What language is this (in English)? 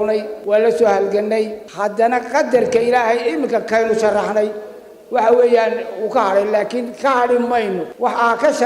Somali